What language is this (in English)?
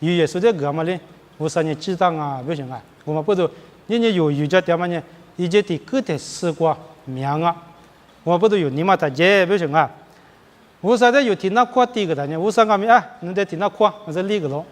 Lisu